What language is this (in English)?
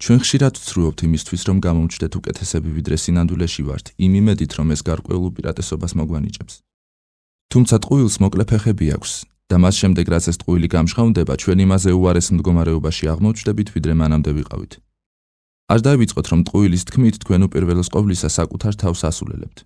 Georgian